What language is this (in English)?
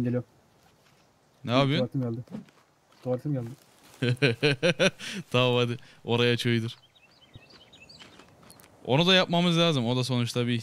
Turkish